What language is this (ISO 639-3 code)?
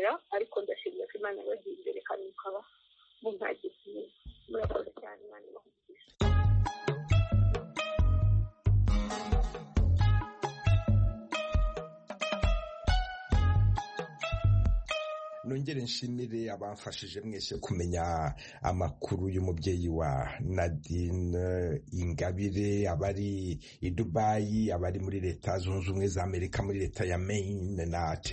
kin